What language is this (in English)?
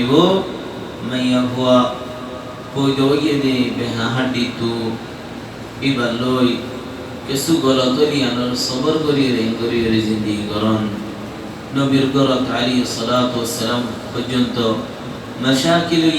Rohingya